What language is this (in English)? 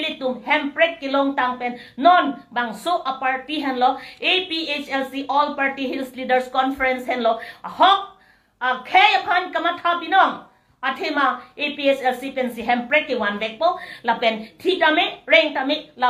Karbi